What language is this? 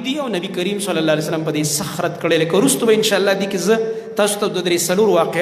Pashto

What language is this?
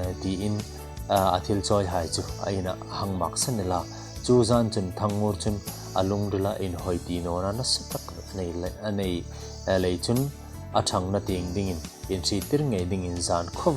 Hmar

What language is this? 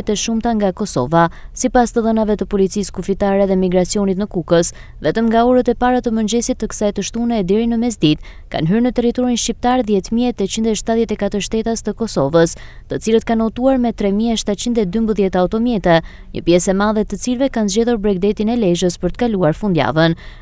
Albanian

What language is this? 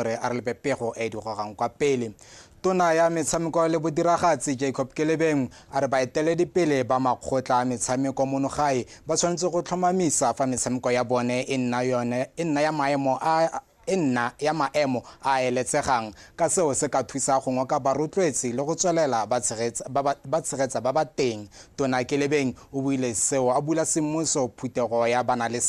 Tswana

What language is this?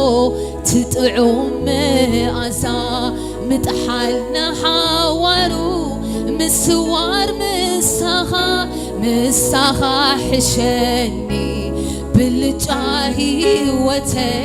Tigrinya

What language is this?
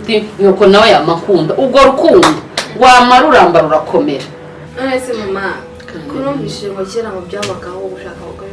Rundi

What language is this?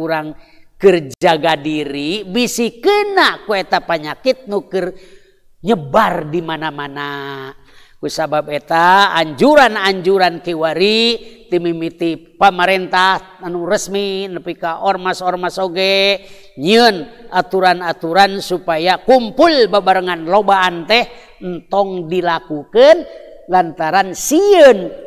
Sundanese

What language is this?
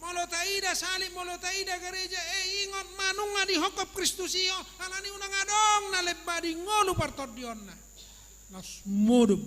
Batak Toba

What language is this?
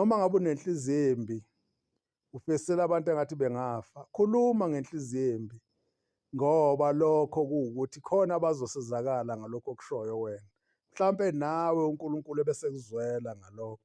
Zulu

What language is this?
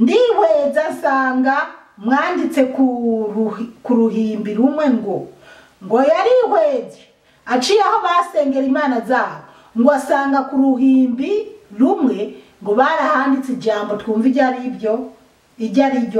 Rundi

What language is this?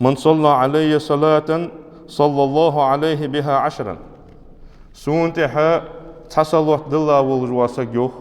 Ingush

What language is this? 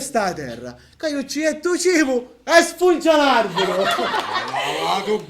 Sicilian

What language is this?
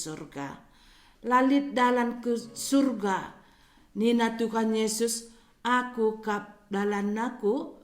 Batak Karo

